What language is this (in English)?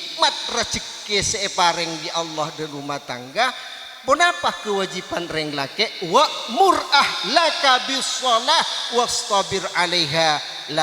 Madurese